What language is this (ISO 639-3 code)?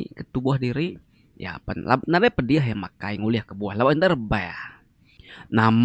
iba